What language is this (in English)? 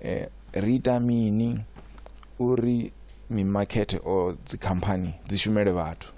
Venda